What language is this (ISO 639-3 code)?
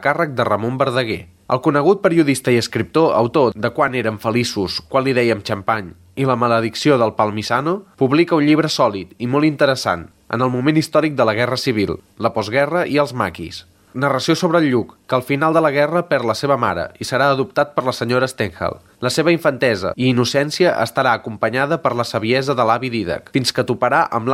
cat